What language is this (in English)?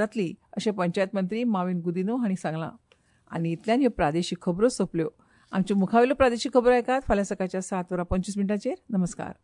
Konkani